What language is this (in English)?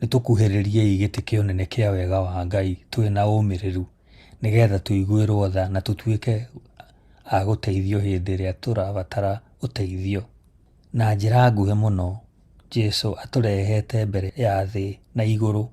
Kikuyu